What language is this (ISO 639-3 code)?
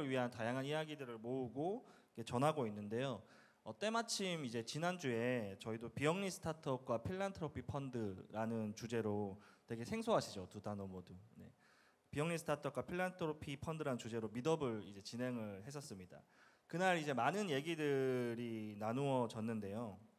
kor